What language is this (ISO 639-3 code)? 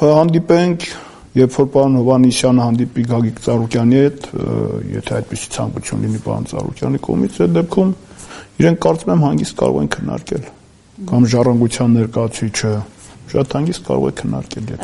hye